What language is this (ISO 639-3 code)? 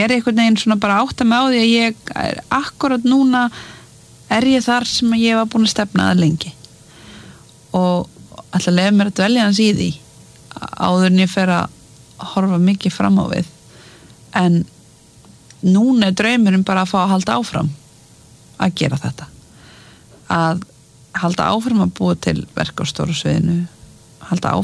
isl